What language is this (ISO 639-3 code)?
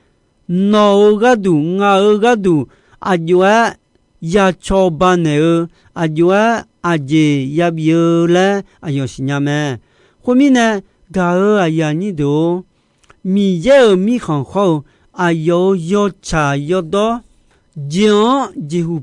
ahk